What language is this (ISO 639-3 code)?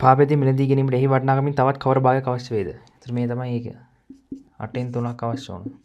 sin